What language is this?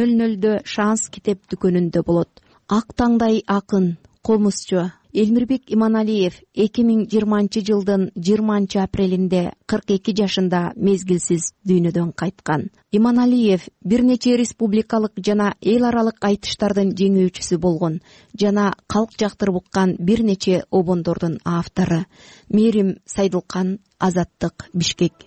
Kyrgyz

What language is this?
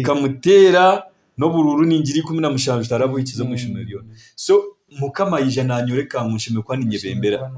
Nyankole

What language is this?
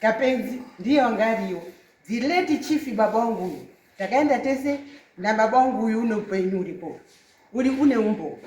Shona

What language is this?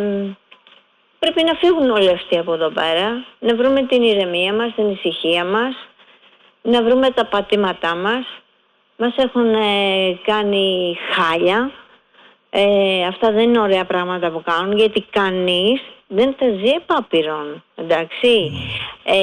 Greek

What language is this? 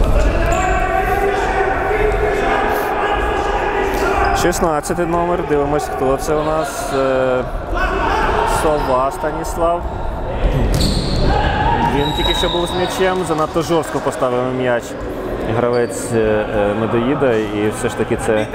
Ukrainian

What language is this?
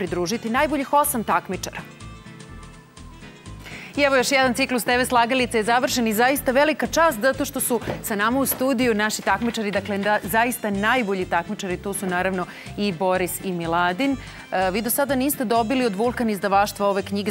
Serbian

